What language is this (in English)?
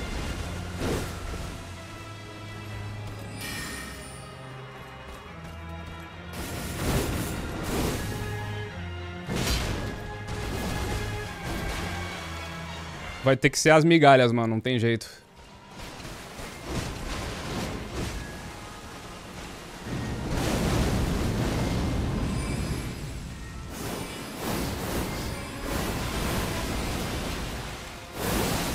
Portuguese